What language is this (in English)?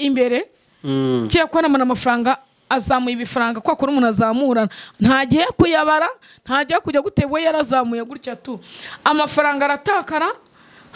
Kinyarwanda